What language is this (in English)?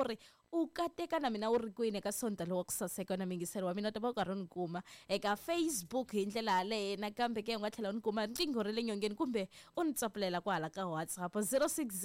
Tsonga